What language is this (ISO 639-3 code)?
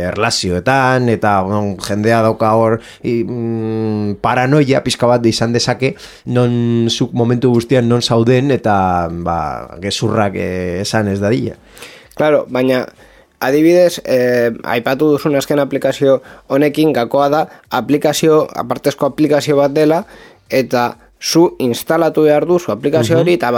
eus